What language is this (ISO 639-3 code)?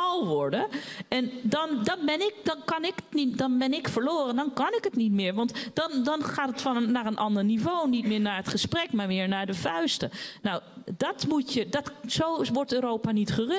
nld